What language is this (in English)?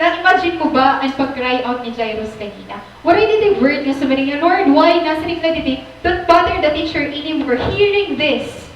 Waray